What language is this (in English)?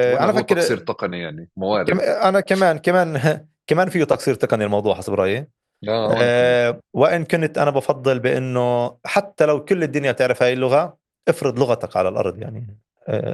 North Levantine Arabic